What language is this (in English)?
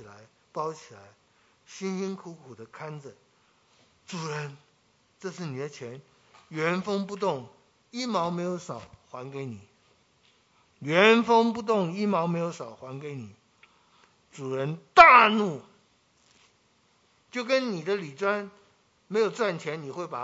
Chinese